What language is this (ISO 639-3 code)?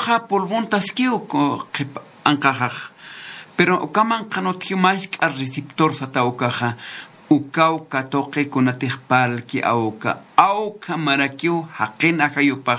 aym